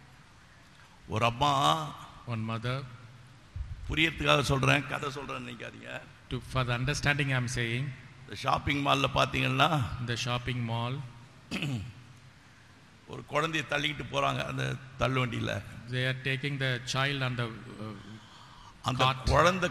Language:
Tamil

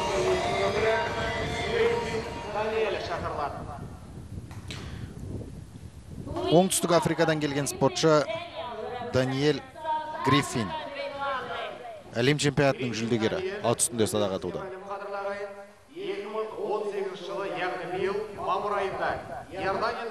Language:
Kazakh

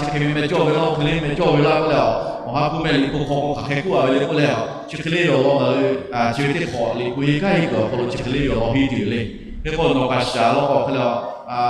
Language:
Lahu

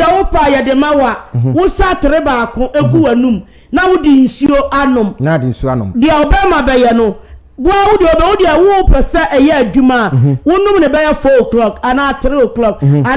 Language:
Akan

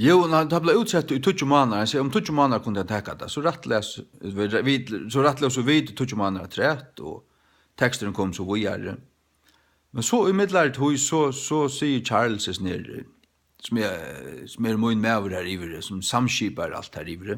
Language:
Faroese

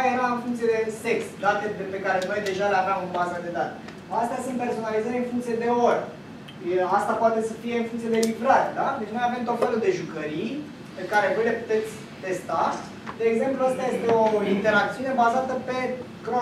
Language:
Romanian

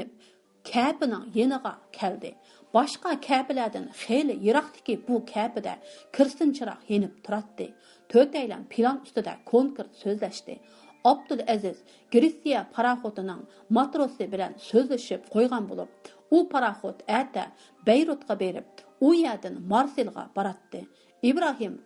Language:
Uyghur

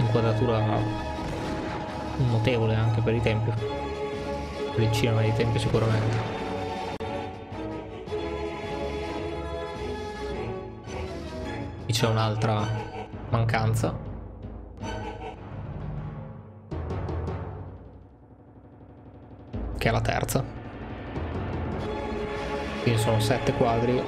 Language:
Italian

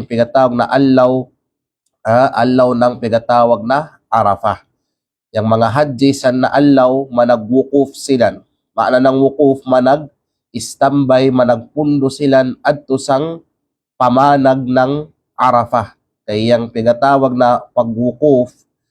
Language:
Kalagan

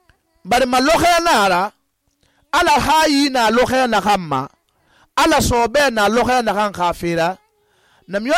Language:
Susu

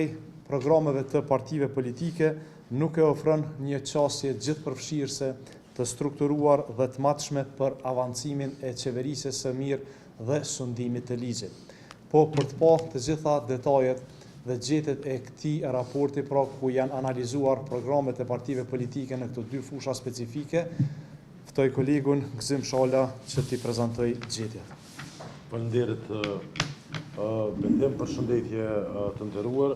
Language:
Albanian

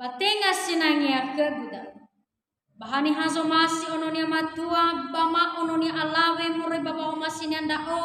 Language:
Nias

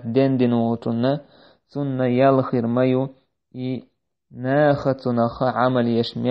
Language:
Chechen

